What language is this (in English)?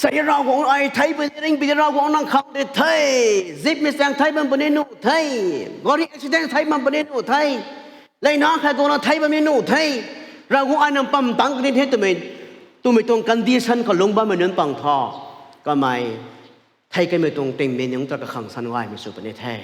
Rongmei Naga